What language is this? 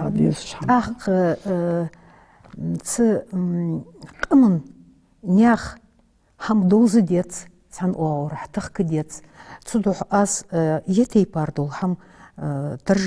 Ingush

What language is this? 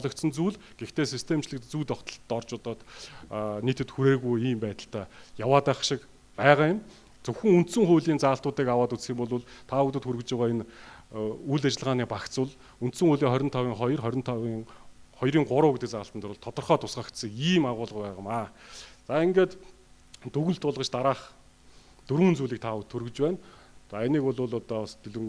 Mongolian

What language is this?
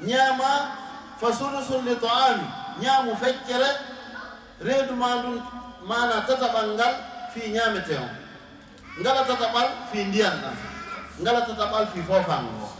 Fula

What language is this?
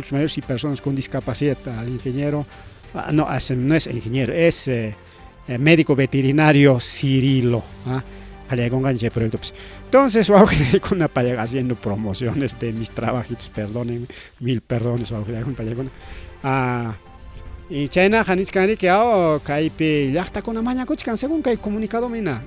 Ayacucho Quechua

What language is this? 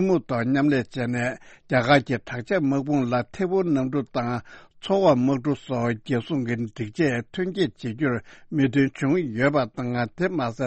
Tibetan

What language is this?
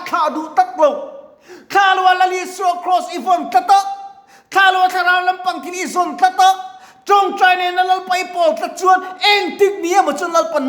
Mizo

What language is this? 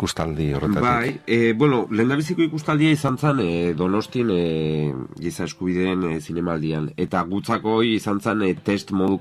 Basque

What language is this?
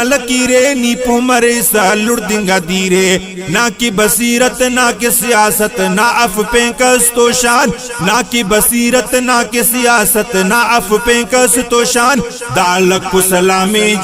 Brahui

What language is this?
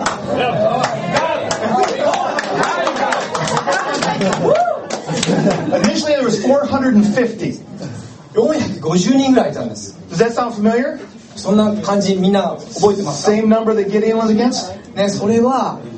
Japanese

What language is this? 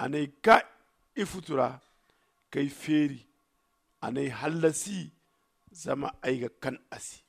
Zarma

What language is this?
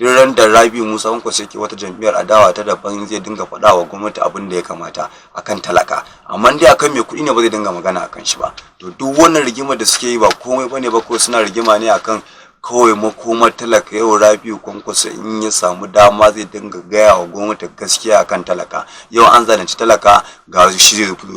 Hausa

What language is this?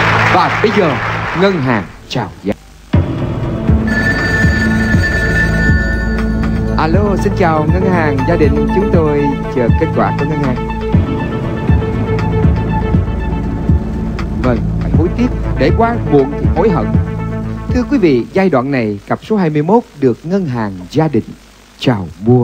Vietnamese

